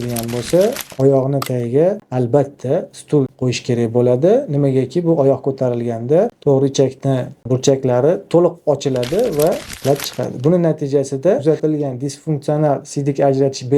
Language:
Uzbek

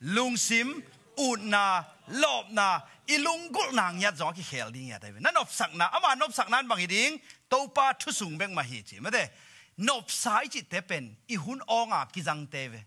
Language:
Tedim Chin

